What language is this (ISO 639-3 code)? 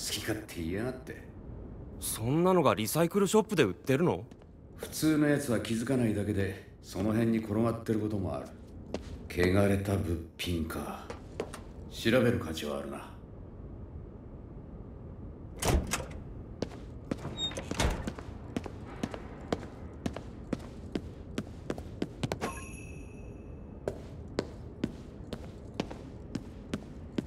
jpn